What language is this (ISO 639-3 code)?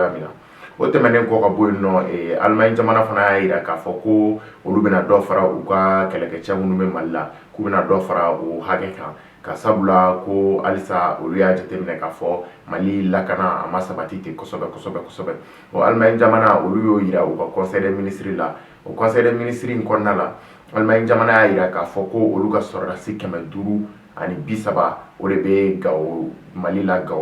bam